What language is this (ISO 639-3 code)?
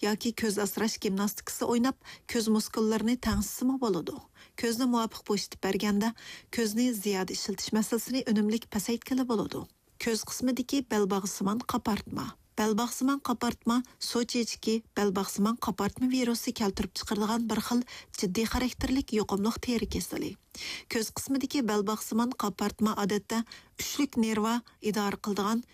uig